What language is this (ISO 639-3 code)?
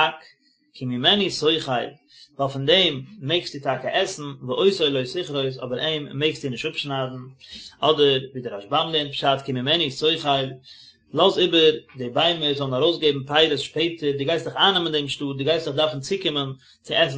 yid